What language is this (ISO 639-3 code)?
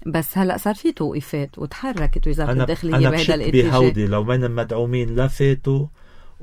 apc